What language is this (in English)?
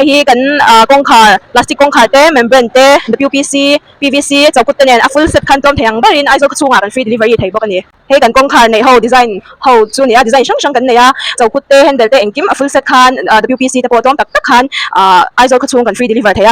Mizo